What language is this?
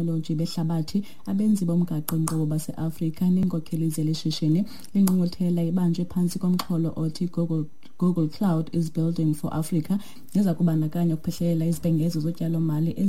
Xhosa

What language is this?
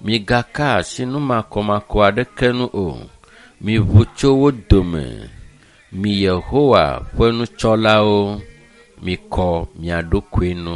Ewe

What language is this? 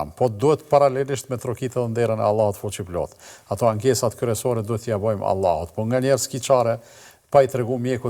Albanian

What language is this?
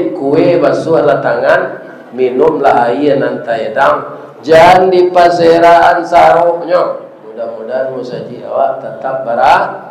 Minangkabau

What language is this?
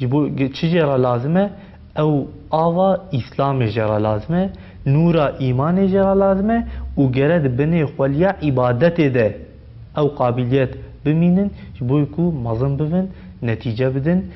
Kurdish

